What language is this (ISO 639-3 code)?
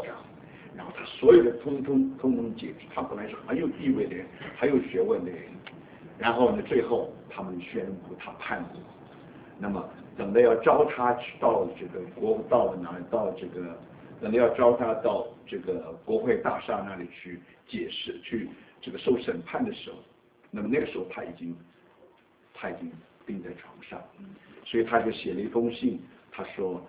zho